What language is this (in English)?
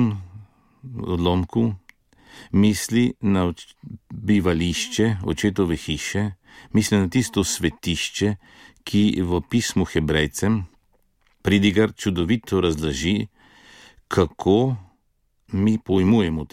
Slovenian